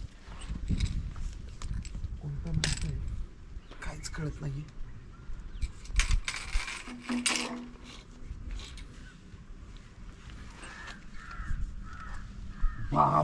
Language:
Marathi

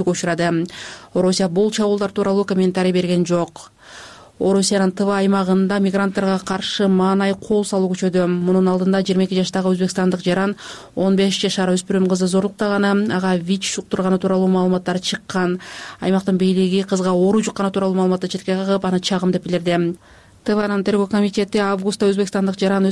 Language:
Kyrgyz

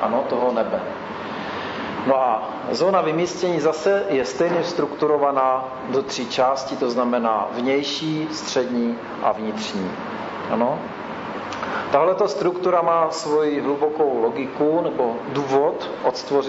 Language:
Czech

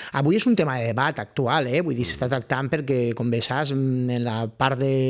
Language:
Catalan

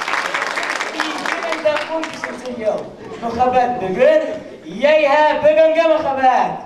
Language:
Bashkir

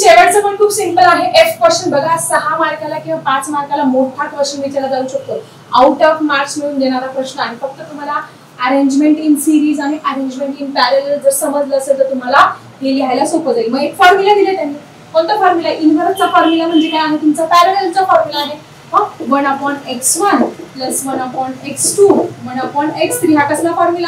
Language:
Marathi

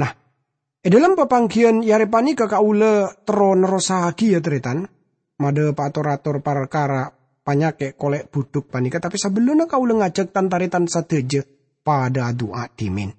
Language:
Madurese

